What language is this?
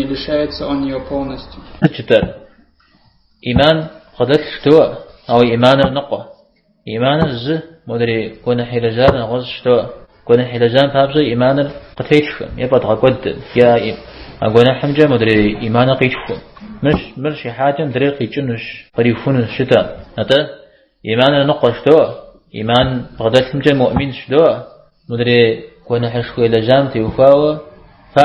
Kabardian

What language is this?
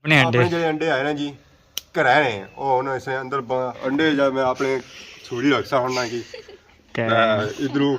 Pahari-Potwari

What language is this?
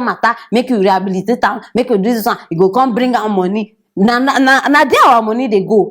Nigerian Pidgin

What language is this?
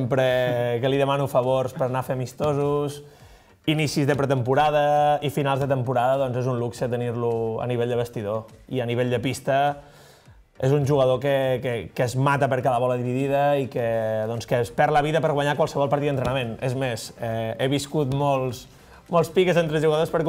Catalan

